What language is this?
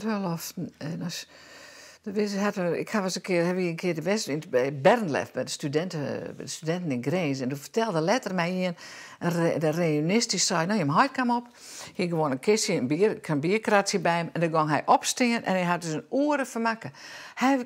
Western Frisian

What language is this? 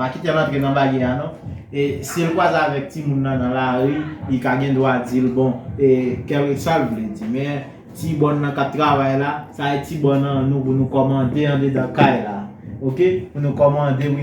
Haitian Creole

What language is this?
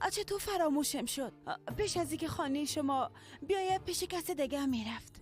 Persian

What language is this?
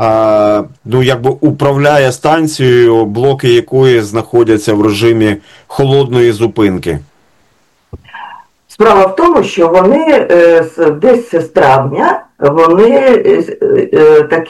Ukrainian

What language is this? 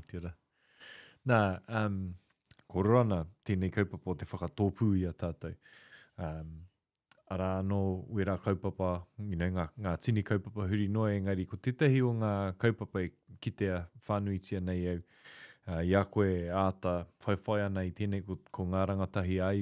Māori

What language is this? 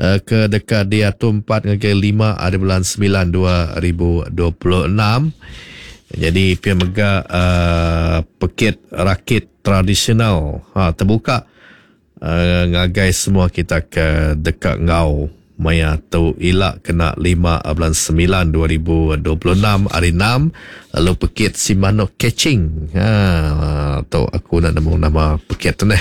Iban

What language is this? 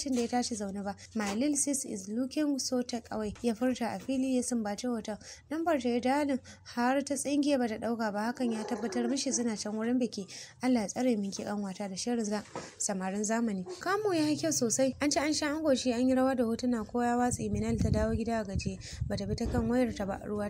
Hausa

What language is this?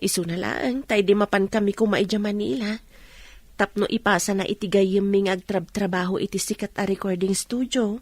Iloko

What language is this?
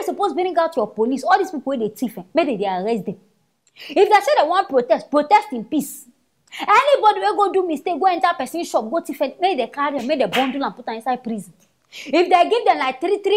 Nigerian Pidgin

